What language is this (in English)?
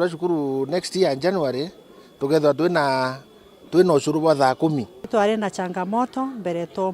Meru